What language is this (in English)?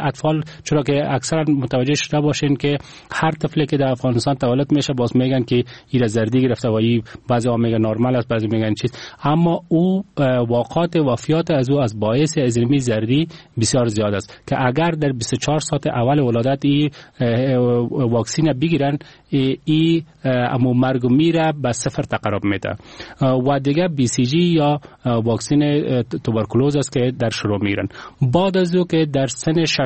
Persian